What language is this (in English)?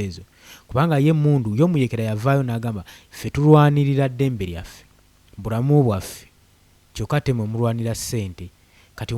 Ganda